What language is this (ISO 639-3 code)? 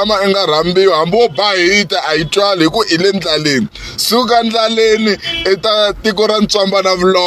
tso